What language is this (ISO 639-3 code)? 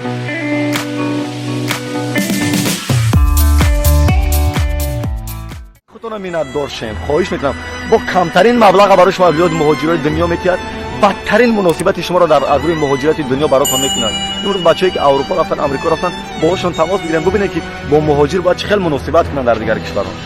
tgk